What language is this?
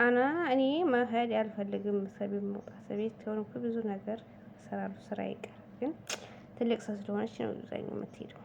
Amharic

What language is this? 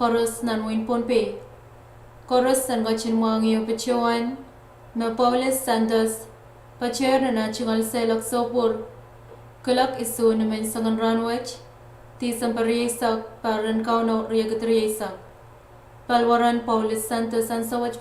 Pohnpeian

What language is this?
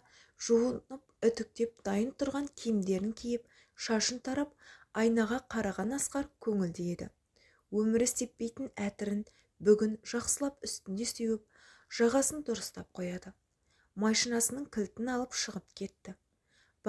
Kazakh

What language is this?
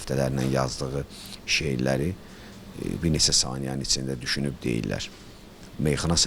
Azerbaijani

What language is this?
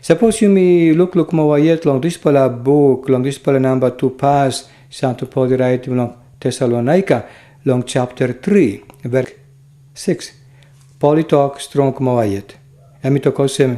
Tok Pisin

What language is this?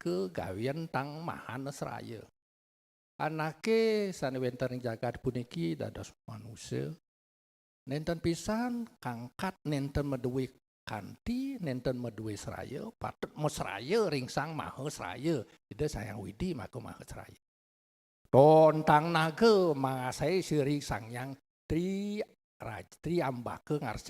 Balinese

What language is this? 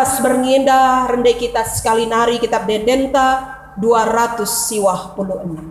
Batak Karo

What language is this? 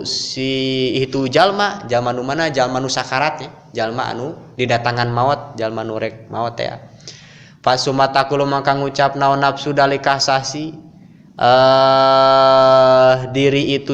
Sundanese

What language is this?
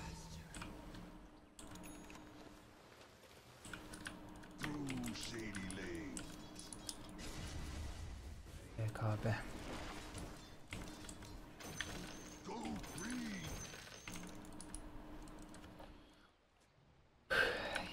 Turkish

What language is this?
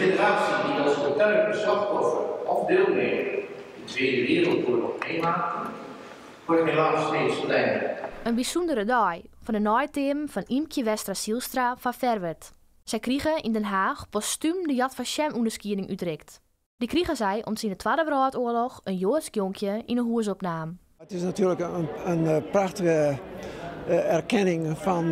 Western Frisian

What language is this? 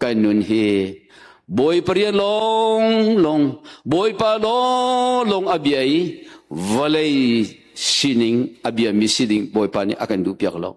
Hakha Chin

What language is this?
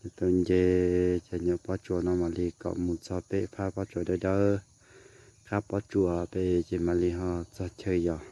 Hmong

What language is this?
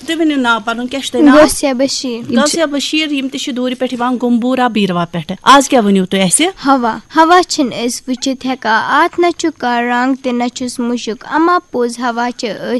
Kashmiri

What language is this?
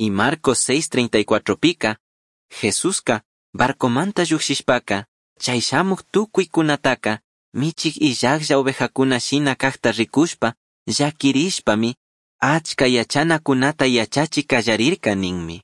Chimborazo Highland Quichua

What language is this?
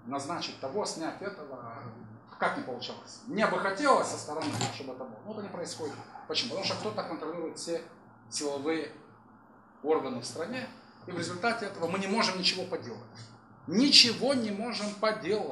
Russian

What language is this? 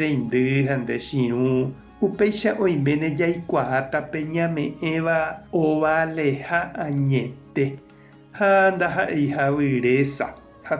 Guarani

